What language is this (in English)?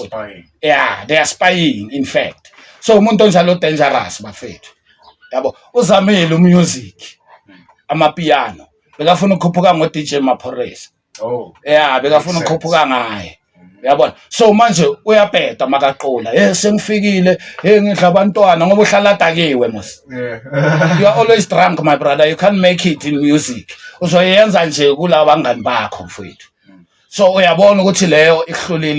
Zulu